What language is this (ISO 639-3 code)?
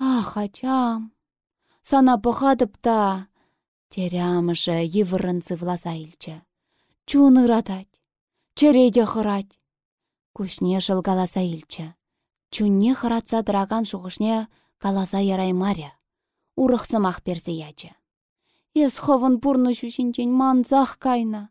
chv